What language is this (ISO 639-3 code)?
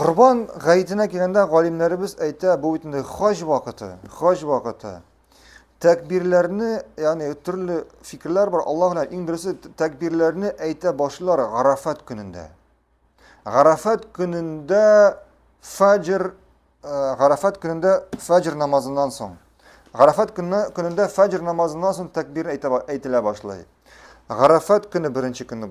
tat